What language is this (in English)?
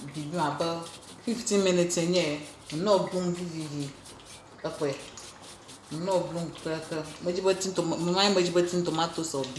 Ewe